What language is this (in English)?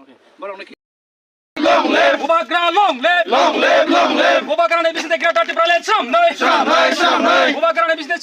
Kok Borok